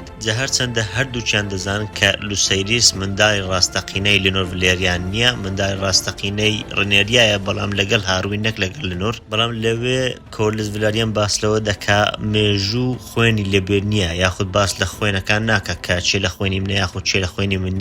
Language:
Central Kurdish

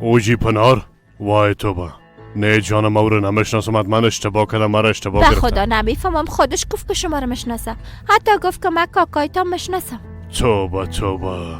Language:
Persian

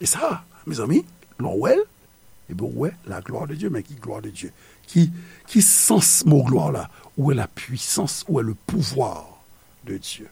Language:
Haitian Creole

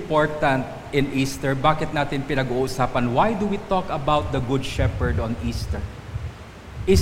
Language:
Filipino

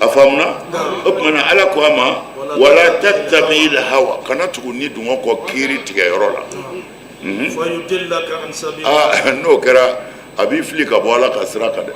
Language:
Bambara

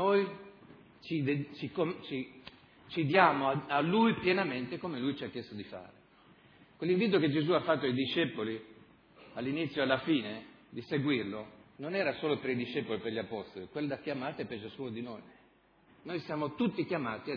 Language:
Italian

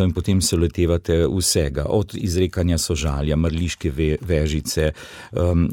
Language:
Slovenian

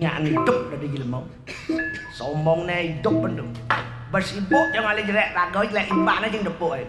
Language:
Balinese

